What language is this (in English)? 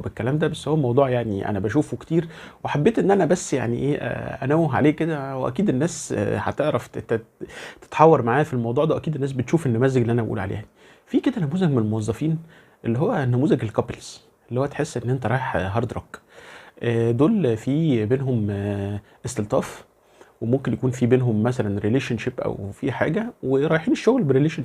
Egyptian Arabic